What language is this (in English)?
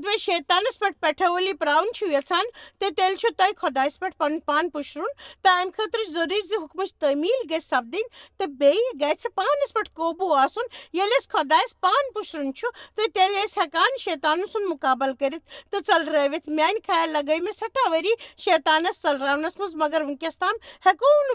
Kashmiri